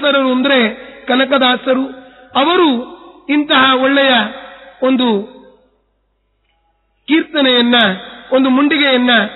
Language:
Kannada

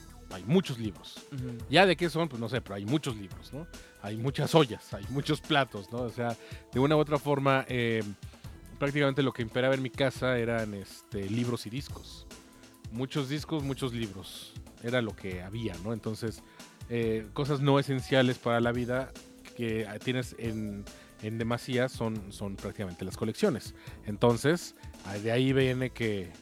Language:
Spanish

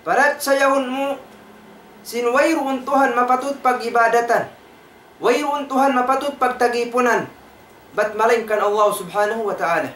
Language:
Tausug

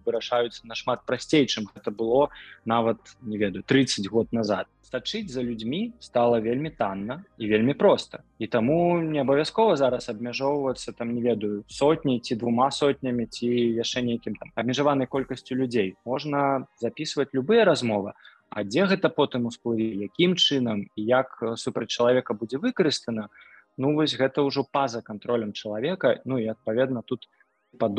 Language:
Belarusian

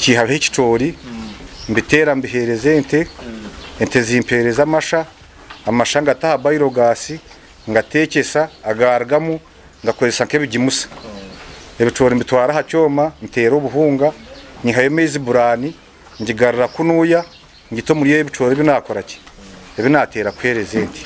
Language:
Nyankole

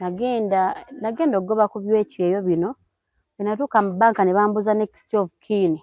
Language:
Ganda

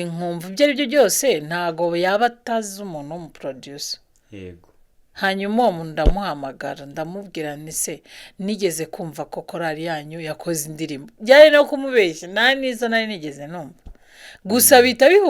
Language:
Kinyarwanda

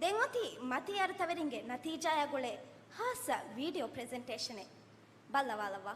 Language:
Divehi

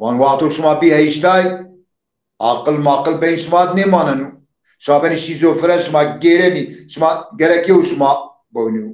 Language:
Zaza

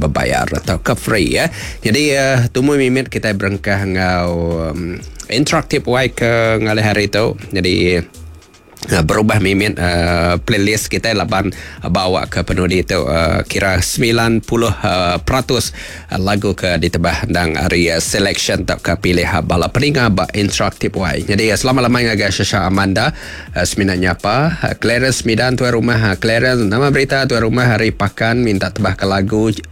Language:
Iban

